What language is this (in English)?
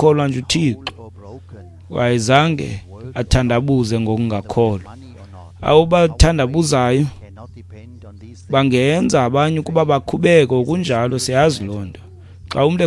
Xhosa